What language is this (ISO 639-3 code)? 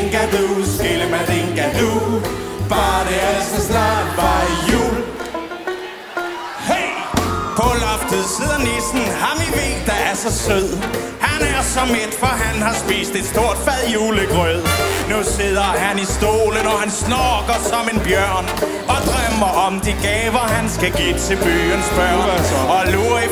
dan